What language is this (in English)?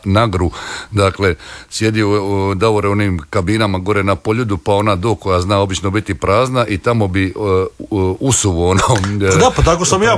Croatian